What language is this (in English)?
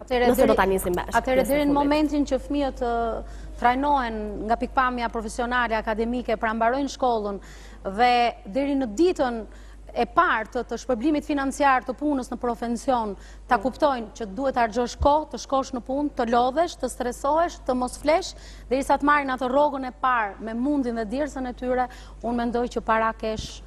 Albanian